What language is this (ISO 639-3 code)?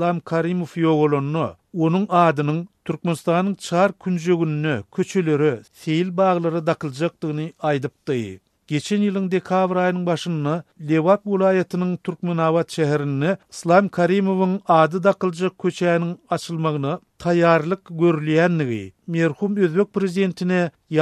tuk